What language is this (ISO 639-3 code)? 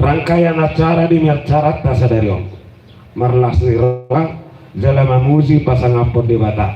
bbc